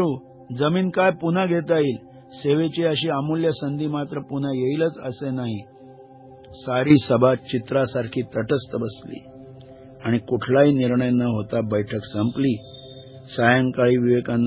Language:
Marathi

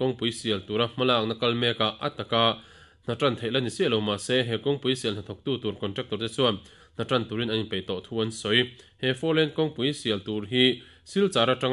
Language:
Mizo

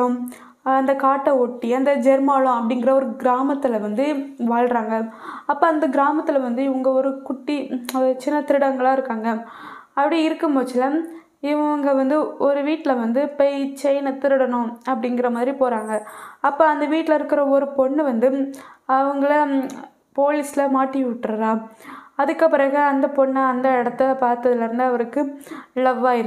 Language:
Tamil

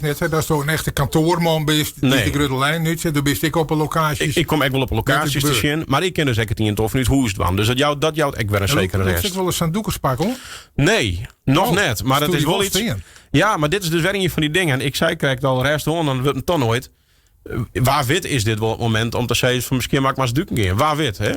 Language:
Western Frisian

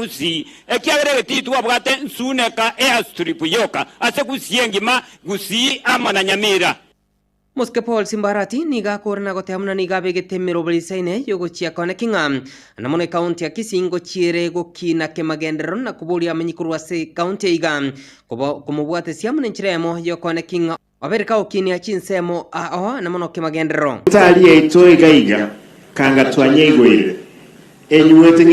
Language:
Gusii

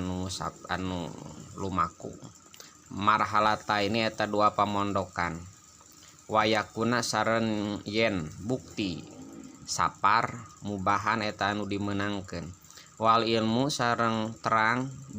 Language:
Sundanese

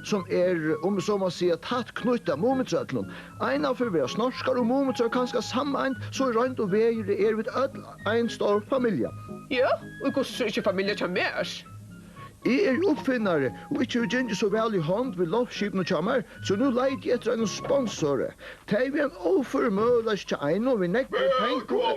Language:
Faroese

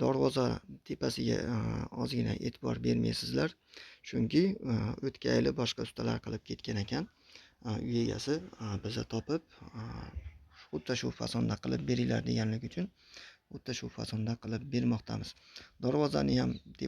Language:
Uzbek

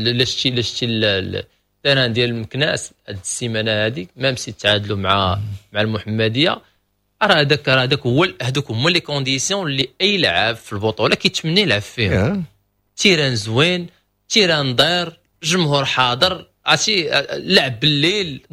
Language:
Moroccan Arabic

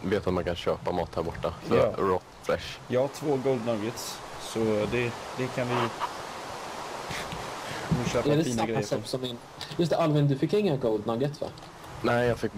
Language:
Swedish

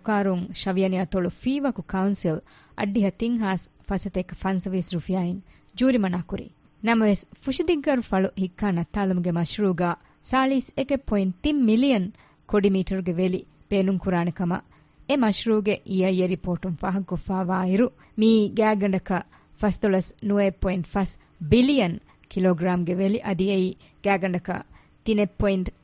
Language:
Divehi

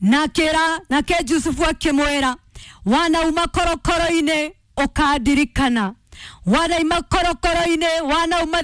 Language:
Kikuyu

